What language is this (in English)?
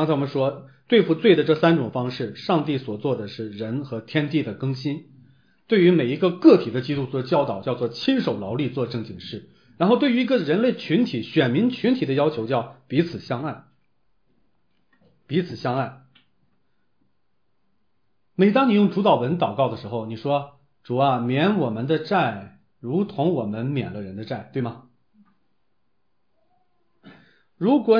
Chinese